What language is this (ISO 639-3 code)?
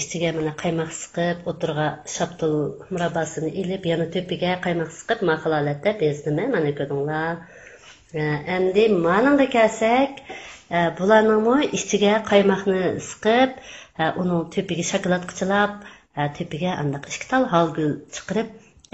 uig